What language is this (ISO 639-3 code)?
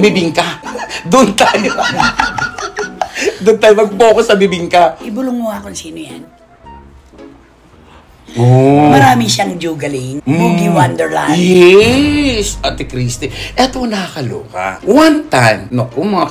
fil